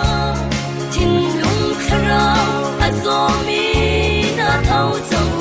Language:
Hakha Chin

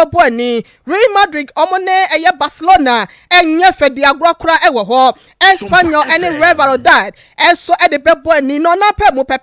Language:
Akan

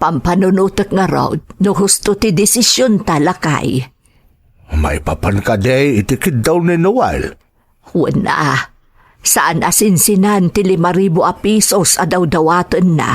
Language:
Iloko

